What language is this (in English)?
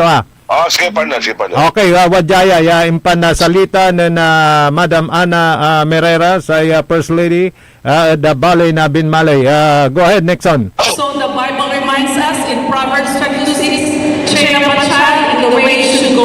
Pangasinan